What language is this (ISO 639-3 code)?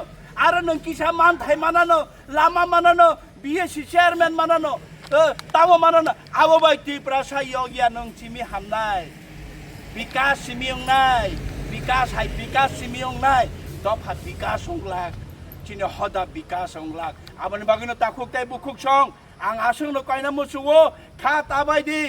trp